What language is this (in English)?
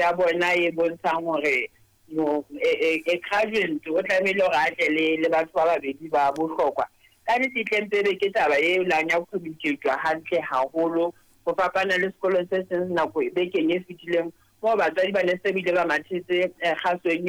Southern Sotho